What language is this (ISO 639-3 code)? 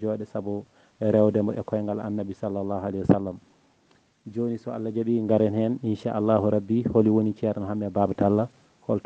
ful